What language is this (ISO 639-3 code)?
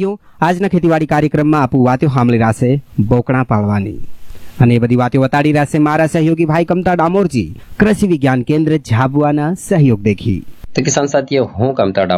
guj